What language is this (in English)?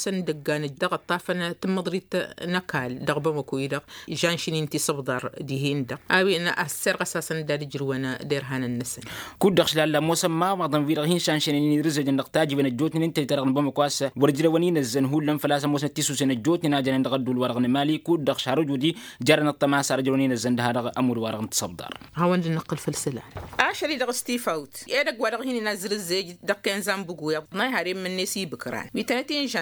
Tamasheq